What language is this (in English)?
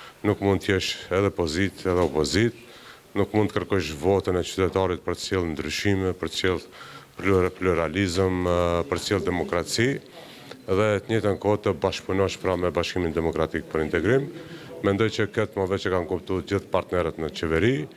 Albanian